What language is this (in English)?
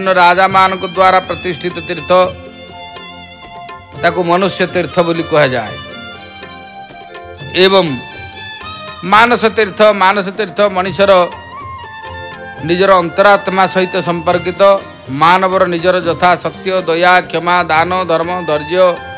Odia